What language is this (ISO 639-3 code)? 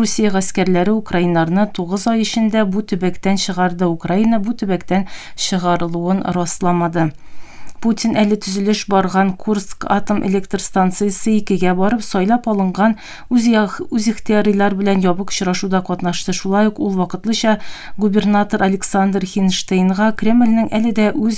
tat